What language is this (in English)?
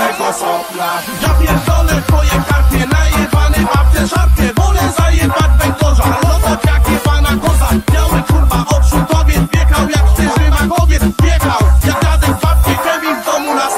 Polish